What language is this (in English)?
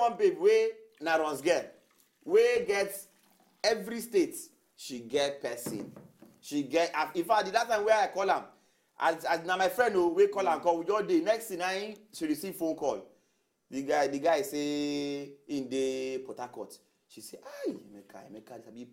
Nigerian Pidgin